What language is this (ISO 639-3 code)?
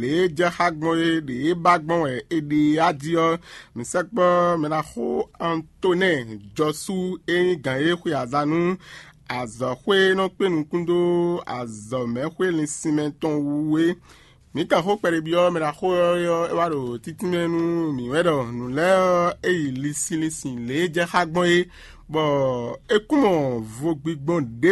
fon